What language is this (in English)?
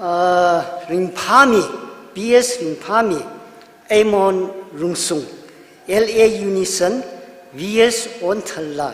Tangkhul Naga (India)